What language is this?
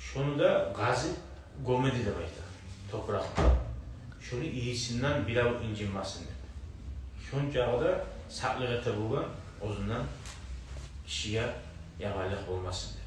Kumyk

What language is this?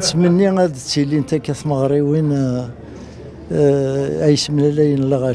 Kabyle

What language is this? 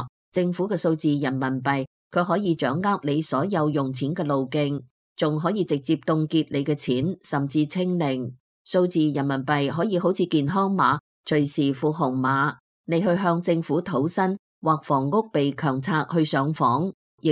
Cantonese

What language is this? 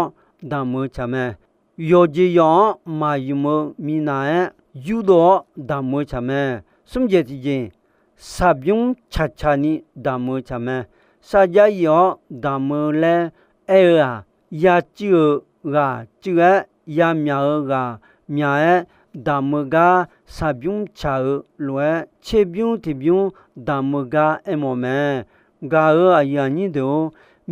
Akha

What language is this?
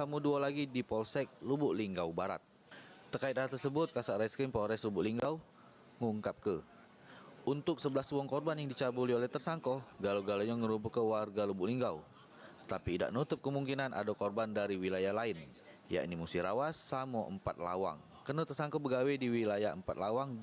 Musi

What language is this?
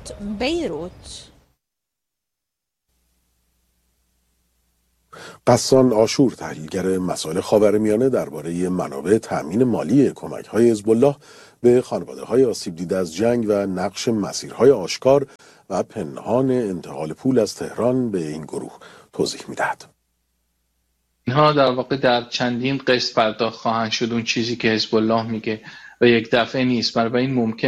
Persian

